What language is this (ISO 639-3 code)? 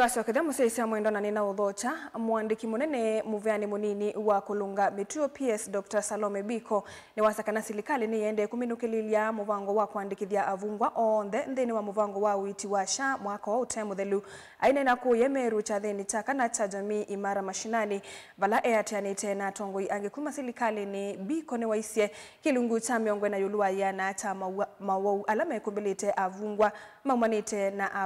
kam